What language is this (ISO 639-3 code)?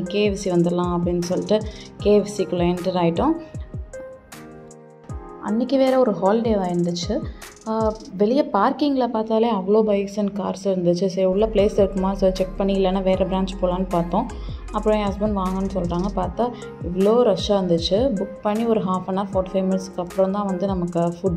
tam